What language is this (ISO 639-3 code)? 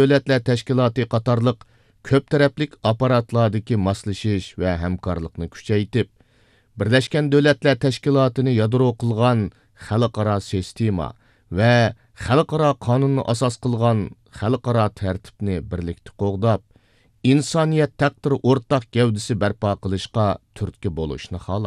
uig